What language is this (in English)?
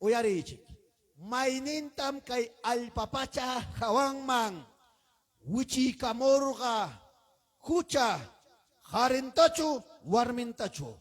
Ayacucho Quechua